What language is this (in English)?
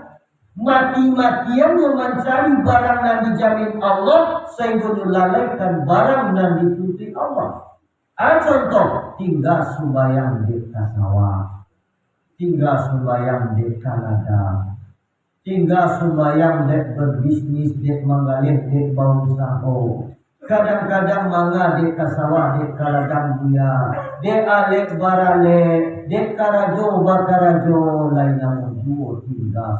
Minangkabau